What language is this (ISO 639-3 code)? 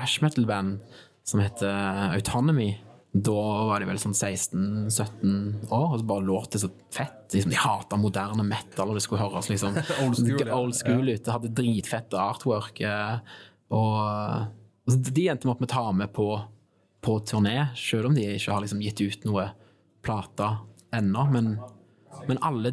nor